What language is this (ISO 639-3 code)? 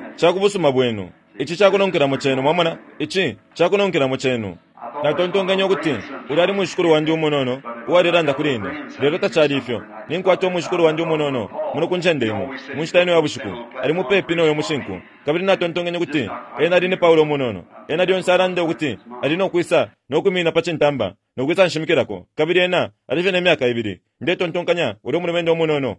bem